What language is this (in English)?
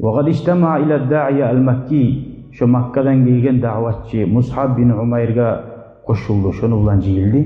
Kumyk